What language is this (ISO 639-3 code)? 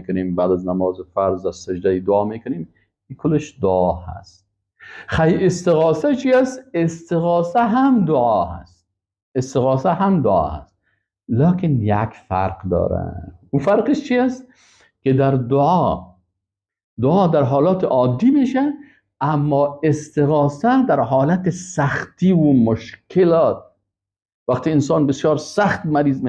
fas